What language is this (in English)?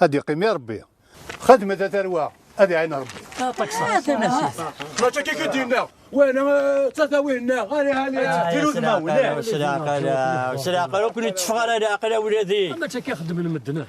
Kabyle